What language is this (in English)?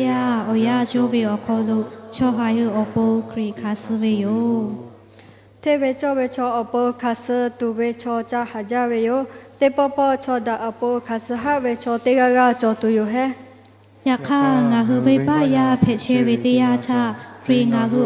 Lahu